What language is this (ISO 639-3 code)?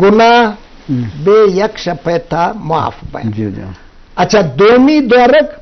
bgp